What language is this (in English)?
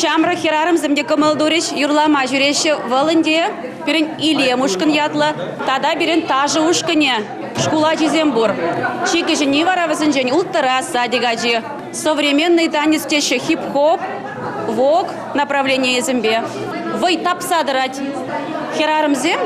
Chuvash